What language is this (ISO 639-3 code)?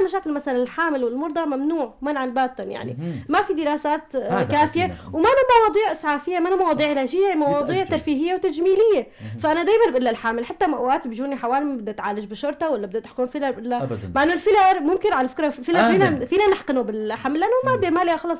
apc